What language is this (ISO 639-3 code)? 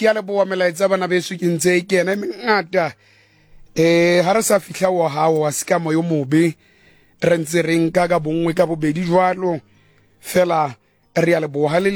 sot